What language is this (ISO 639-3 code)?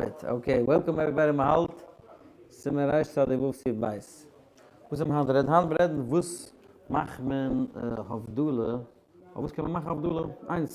yid